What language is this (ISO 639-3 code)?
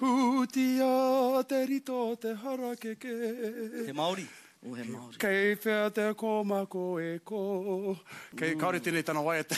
mri